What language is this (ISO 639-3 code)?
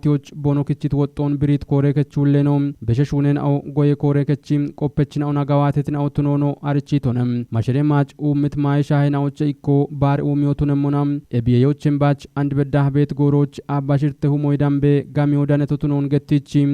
kbr